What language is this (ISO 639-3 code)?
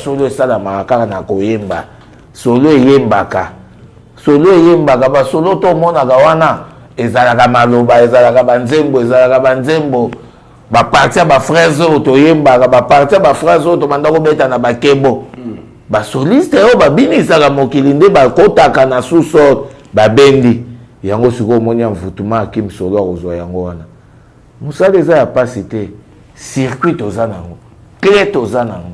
lin